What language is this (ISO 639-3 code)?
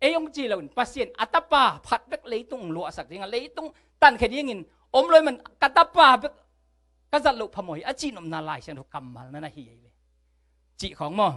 ctd